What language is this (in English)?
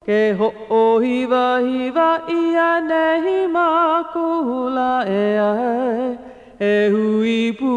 Hawaiian